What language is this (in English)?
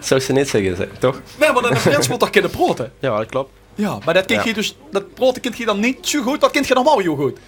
Limburgish